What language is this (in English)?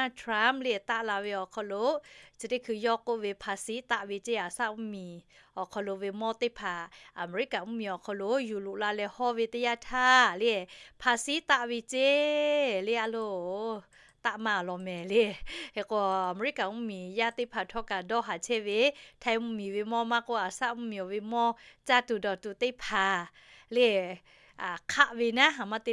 Lahu